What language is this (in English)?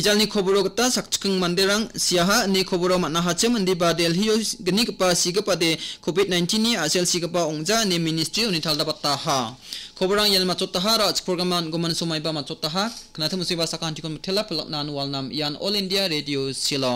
Garo